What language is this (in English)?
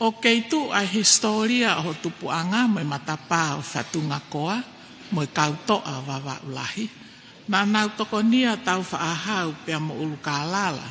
Tongan